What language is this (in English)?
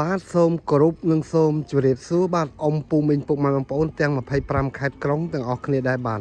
Khmer